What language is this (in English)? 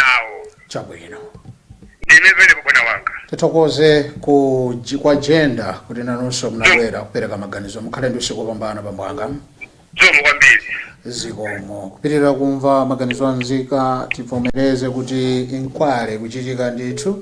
Nyanja